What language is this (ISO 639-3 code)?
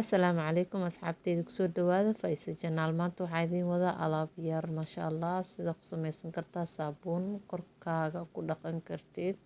som